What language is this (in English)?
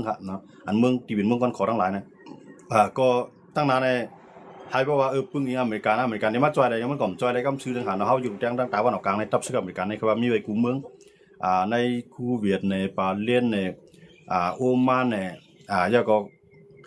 Shan